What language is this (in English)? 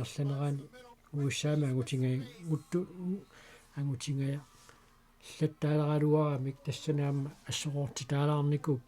Kalaallisut